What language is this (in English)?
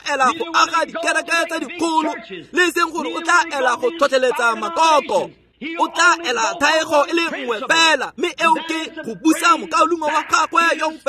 Tswana